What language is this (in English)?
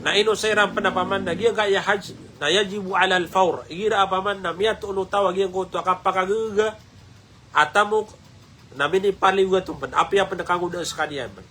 Maranao